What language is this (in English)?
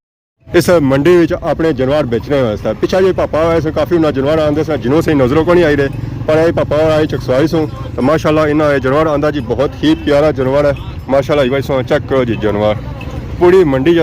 Pahari-Potwari